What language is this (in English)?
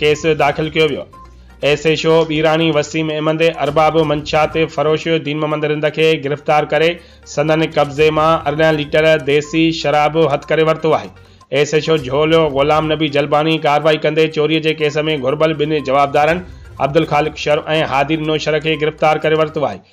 Sindhi